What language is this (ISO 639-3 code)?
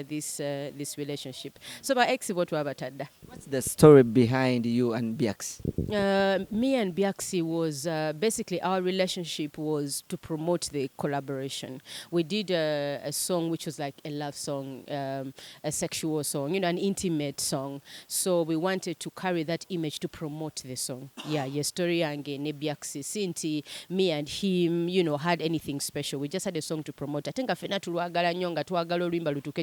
lug